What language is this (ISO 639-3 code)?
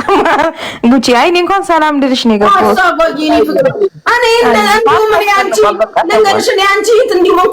amh